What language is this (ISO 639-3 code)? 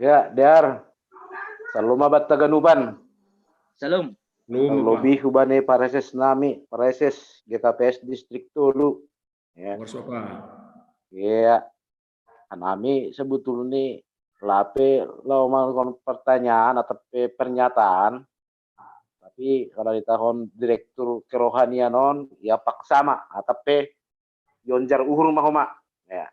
bts